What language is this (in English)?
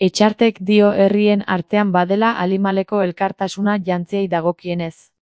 Basque